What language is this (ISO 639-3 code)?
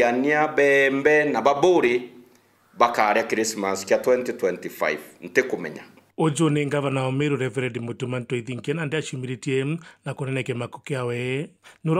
mer